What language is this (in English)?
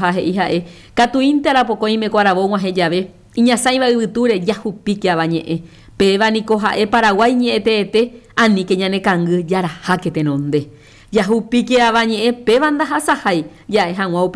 Guarani